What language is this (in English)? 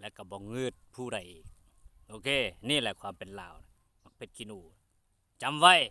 Lao